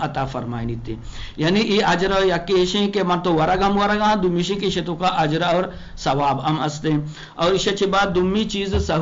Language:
Eastern Balochi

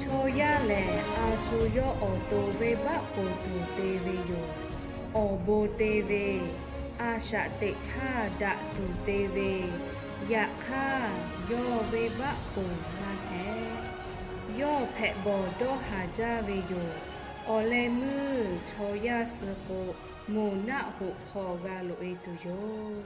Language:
Lahu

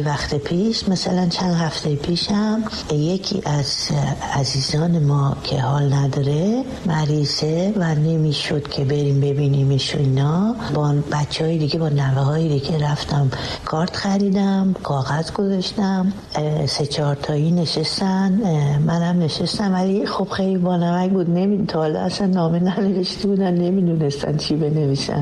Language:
Persian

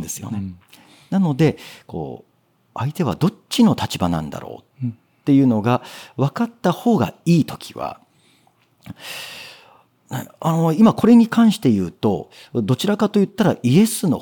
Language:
Japanese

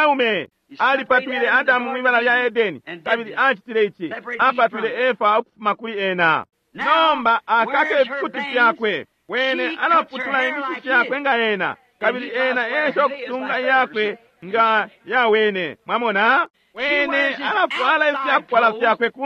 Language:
Bemba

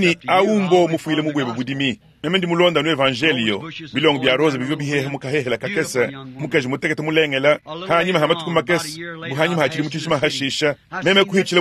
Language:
Luba-Lulua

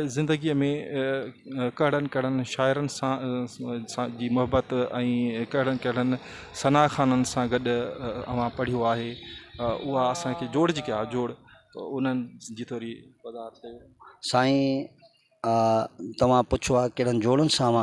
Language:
Sindhi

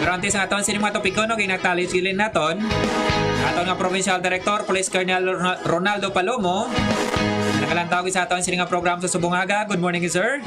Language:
Hiligaynon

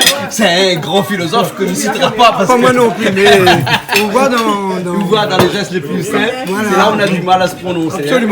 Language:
Réunion Creole French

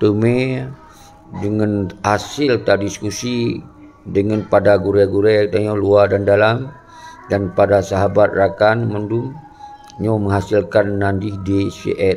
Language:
Achinese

